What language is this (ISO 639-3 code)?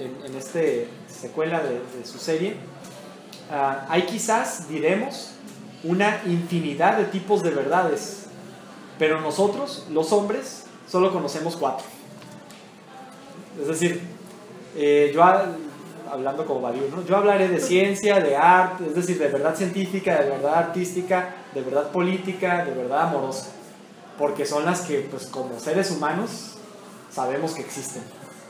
spa